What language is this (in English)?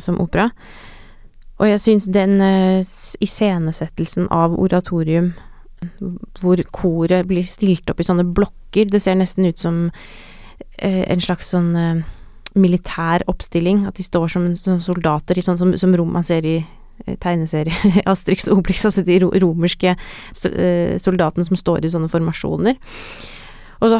Norwegian